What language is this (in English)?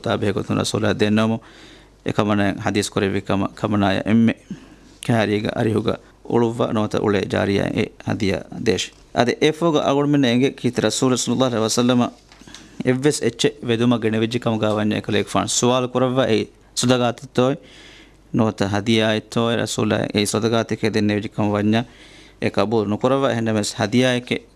Divehi